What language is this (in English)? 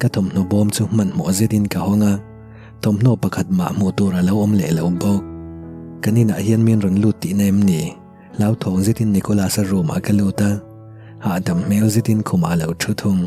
Mizo